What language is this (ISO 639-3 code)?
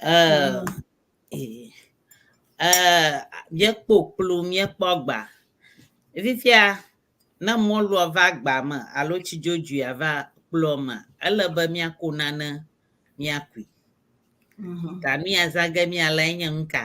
ewe